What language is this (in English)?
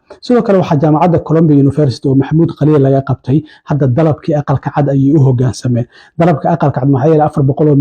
Somali